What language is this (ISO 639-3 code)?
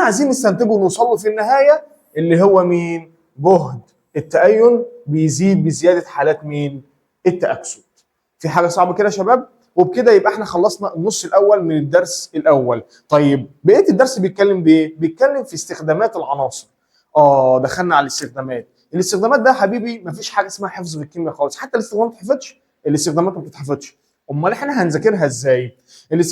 arz